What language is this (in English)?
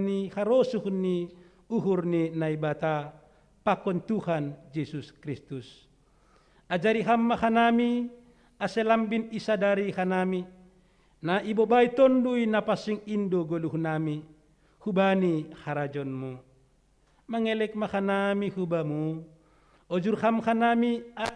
Batak Simalungun